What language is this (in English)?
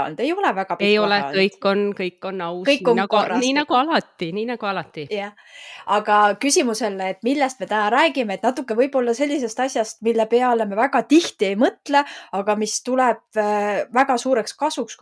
Estonian